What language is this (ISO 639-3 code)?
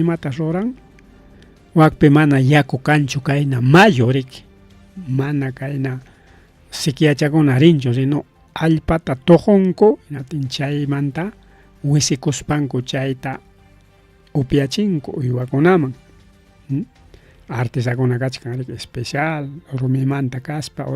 quy